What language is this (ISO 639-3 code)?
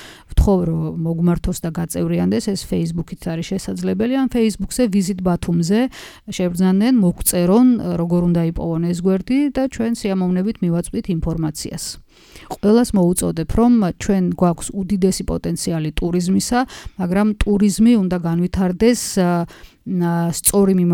kat